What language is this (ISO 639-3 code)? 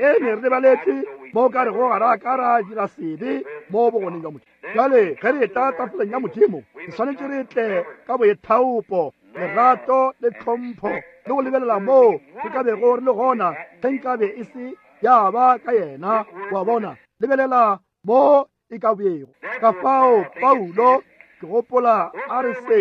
nso